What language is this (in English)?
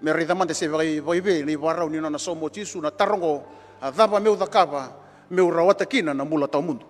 Fijian